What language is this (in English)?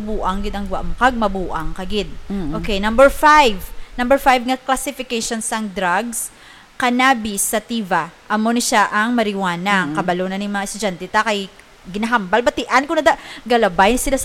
Hiligaynon